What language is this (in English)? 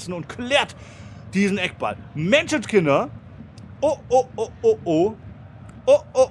German